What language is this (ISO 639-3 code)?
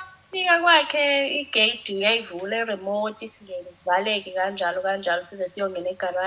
zul